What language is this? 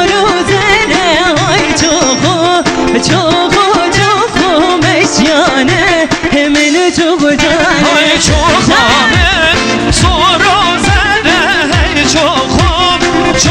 Kurdish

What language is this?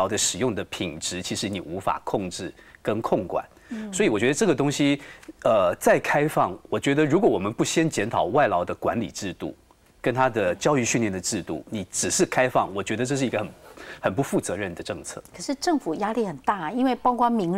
Chinese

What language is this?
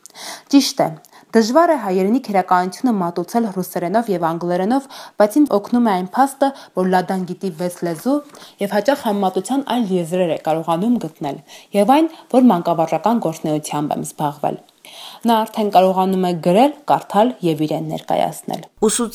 Armenian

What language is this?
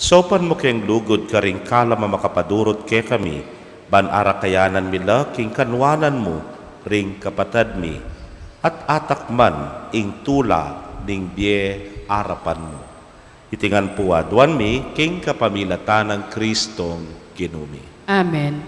Pampanga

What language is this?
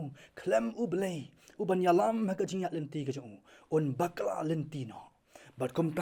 Khasi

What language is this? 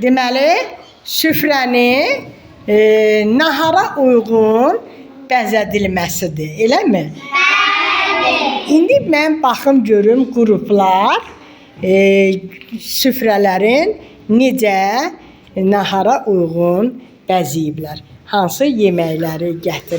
Azerbaijani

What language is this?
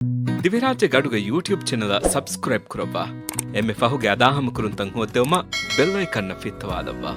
Divehi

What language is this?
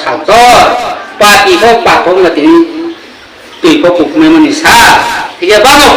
Riang (India)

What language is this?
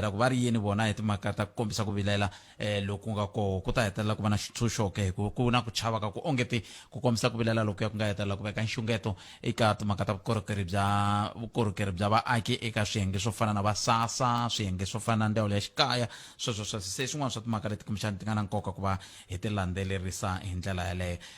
Tsonga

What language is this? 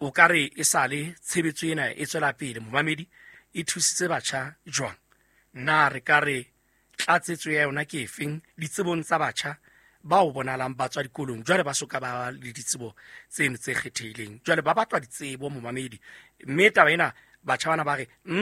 Southern Sotho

